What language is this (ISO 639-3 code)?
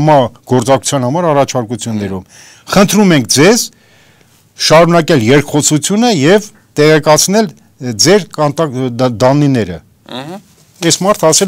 hye